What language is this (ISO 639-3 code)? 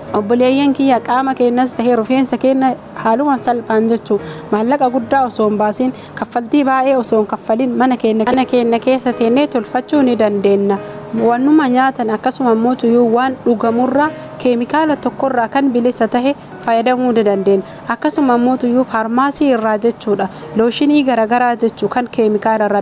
orm